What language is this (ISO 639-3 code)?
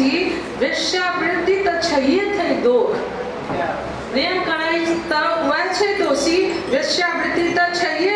mai